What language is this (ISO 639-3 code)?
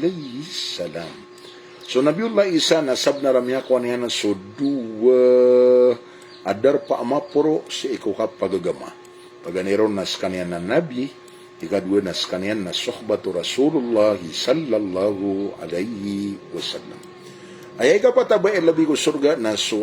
mrw